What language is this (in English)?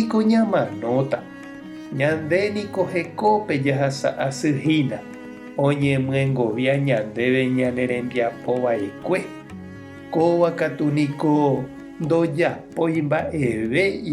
Guarani